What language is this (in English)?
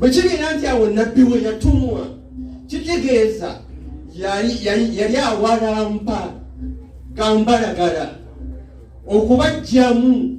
Ganda